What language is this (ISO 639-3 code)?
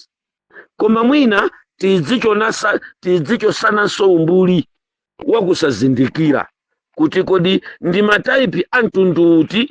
nya